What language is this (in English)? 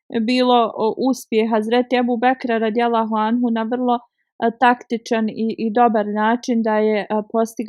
Bosnian